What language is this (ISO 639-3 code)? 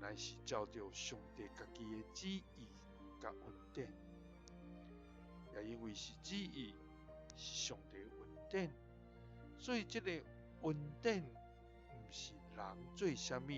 nan